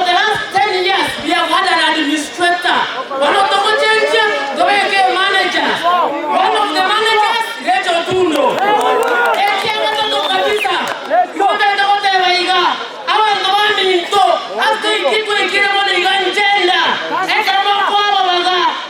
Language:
Gusii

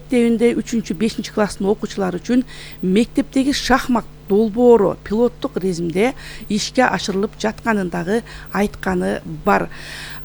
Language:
Kyrgyz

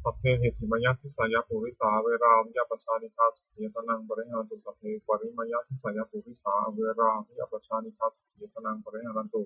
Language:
Pali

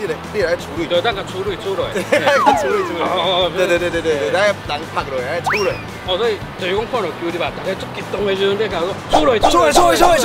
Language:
Min Nan Chinese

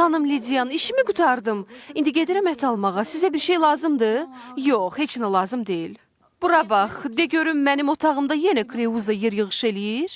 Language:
Azerbaijani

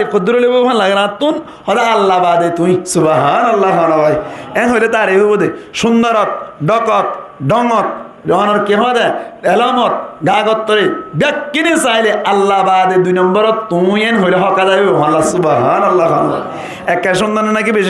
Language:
Rohingya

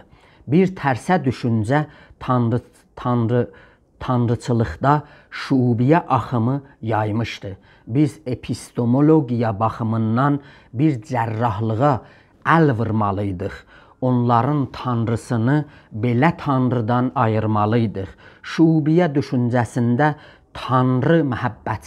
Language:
South Azerbaijani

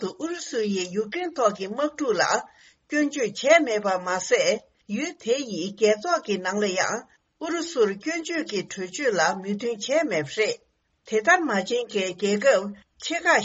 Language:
Tibetan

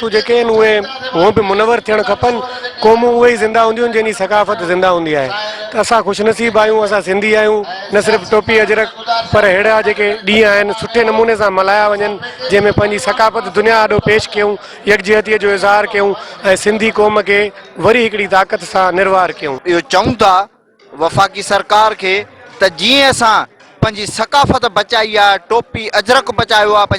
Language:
Sindhi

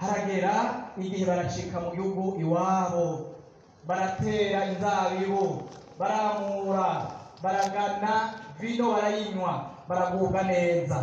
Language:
Rundi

